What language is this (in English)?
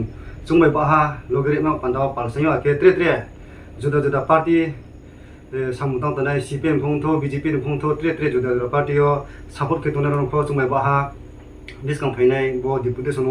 Kok Borok